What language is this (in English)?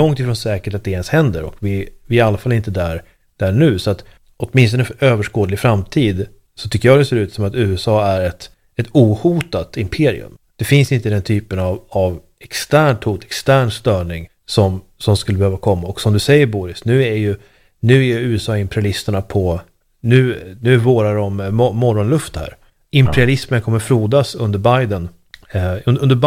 Swedish